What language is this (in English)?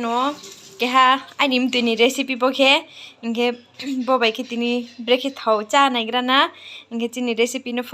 Riang (India)